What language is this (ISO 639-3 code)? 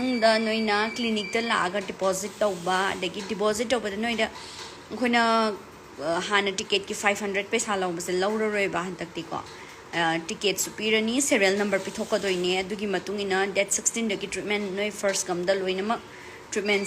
mni